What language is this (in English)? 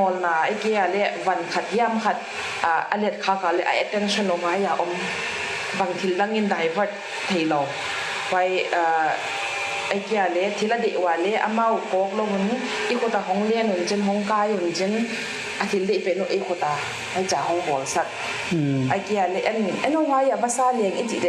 Paite Chin